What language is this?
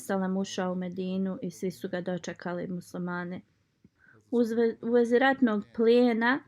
Bosnian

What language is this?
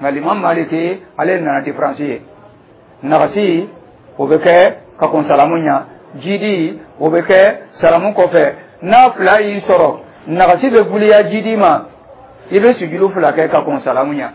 Dyula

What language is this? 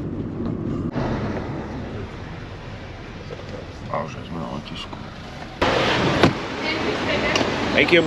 Slovak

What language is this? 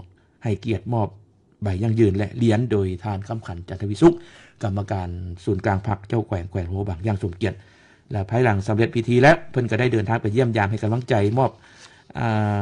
Lao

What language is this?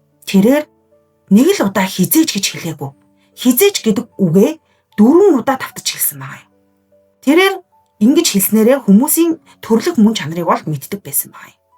Mongolian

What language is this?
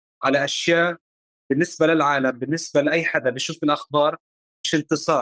North Levantine Arabic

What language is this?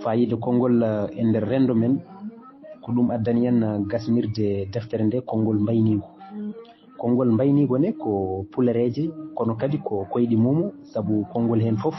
Fula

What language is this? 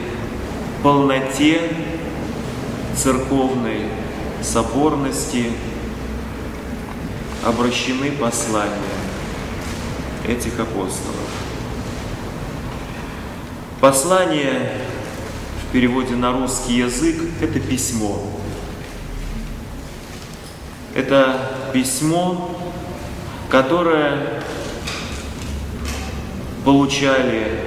Russian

